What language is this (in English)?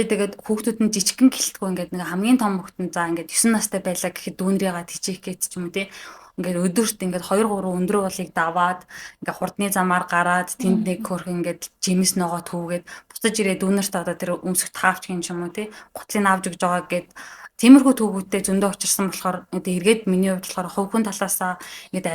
Mongolian